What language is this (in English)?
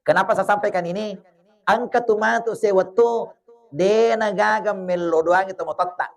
Buginese